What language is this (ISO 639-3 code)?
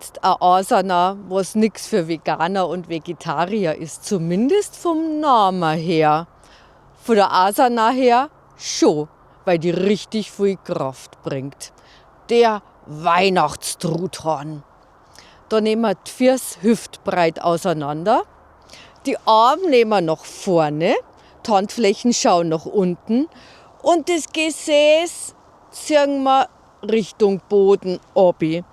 bar